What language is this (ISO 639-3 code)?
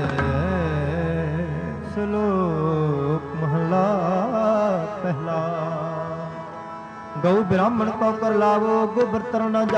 pan